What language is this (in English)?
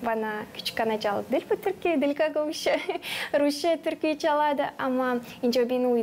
Gagauz